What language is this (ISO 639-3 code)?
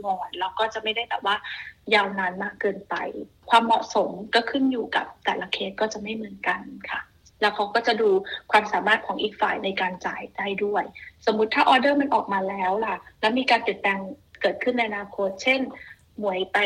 tha